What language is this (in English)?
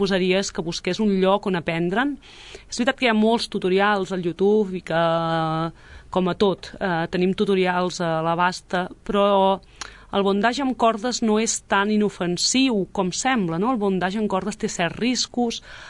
Catalan